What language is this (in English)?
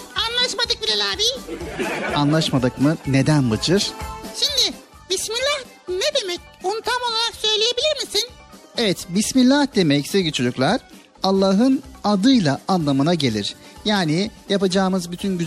Turkish